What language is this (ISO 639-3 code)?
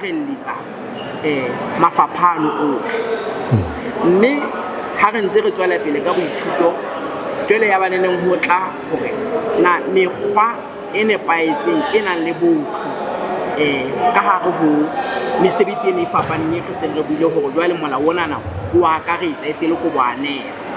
sot